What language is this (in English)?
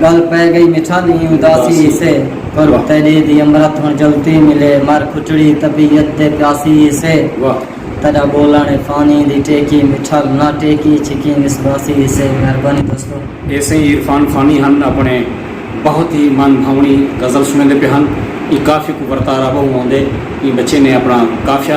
Saraiki